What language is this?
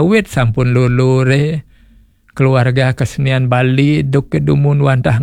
Balinese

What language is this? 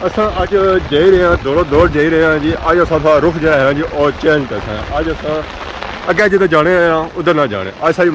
Pahari-Potwari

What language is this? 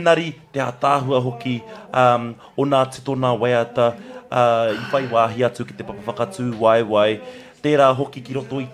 Māori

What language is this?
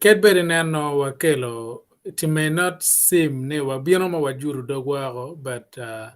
Acoli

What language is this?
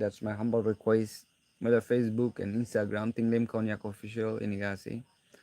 Naga Pidgin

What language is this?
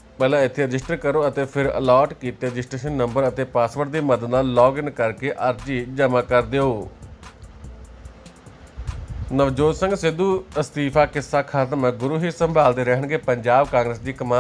Punjabi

